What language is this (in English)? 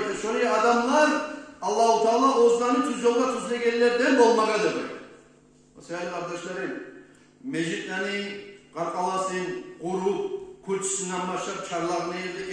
Kumyk